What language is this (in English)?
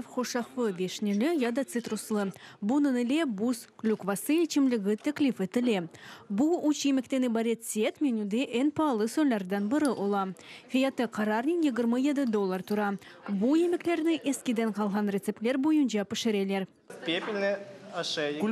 Crimean Tatar